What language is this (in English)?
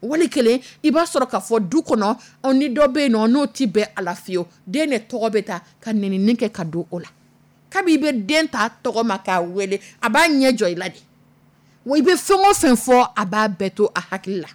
Dyula